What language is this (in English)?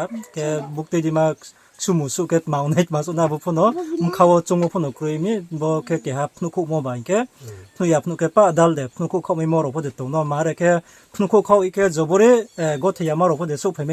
Riang (India)